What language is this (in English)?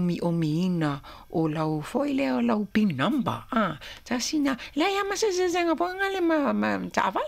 Samoan